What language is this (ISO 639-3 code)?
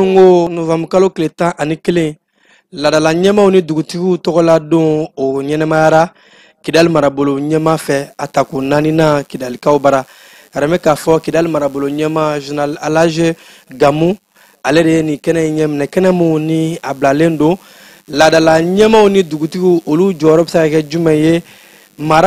bam